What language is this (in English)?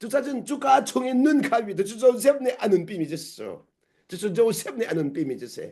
Hakha Chin